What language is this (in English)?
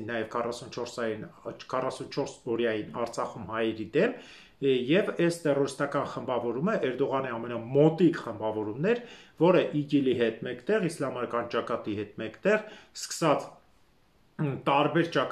Armenian